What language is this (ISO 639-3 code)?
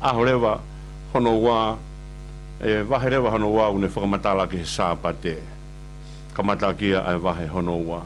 ton